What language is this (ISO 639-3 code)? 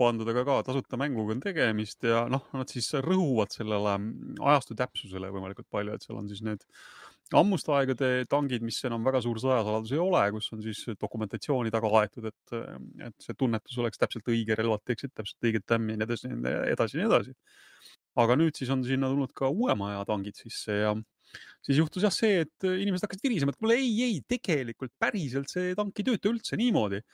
est